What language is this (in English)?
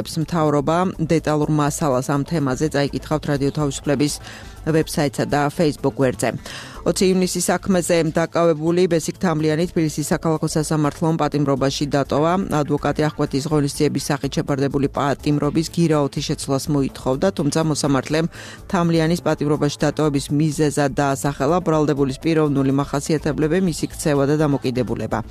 Georgian